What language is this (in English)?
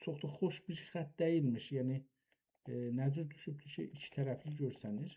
South Azerbaijani